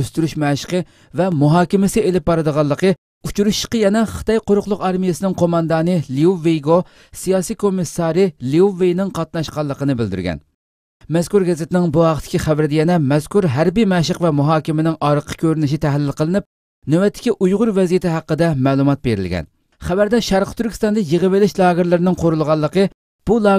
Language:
Uyghur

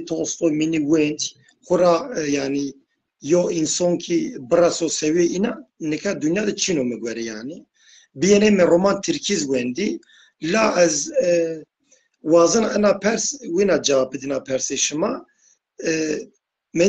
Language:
Zaza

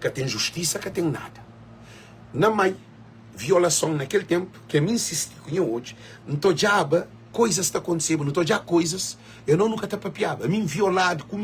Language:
Kabuverdianu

